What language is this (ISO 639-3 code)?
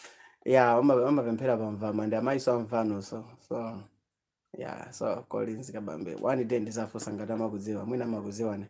nya